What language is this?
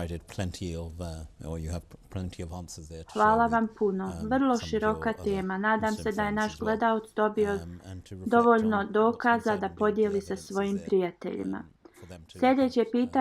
Bosnian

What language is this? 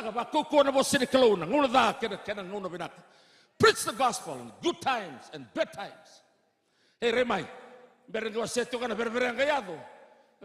Fijian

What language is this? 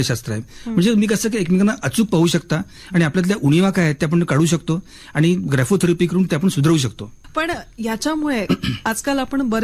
Marathi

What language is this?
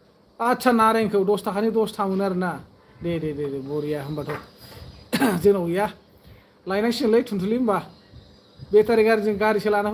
Bodo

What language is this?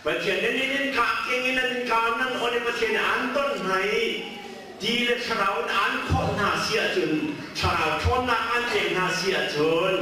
Hakha Chin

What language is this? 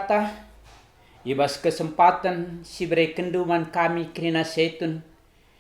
Batak Karo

